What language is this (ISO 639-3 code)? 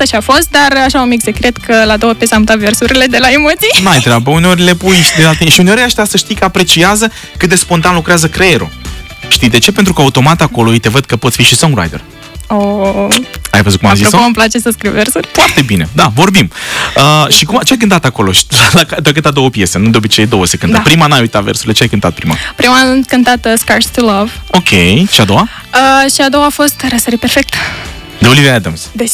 ron